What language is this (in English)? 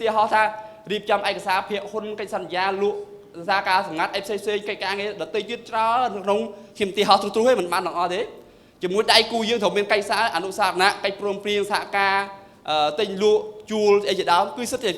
Khmer